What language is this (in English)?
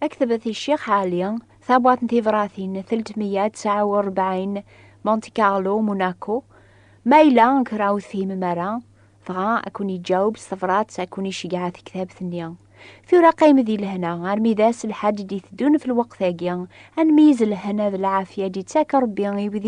Kabyle